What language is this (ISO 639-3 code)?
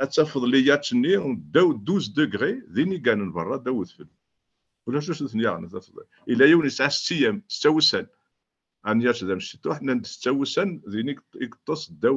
kab